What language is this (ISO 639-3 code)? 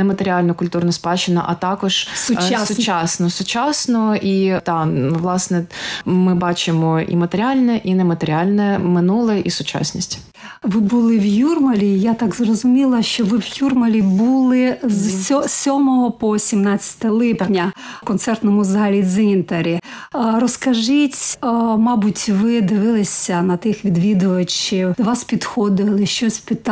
ukr